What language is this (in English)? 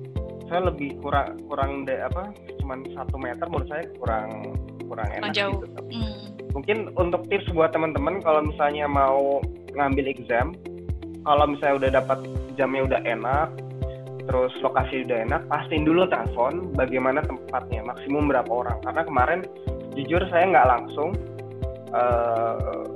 Indonesian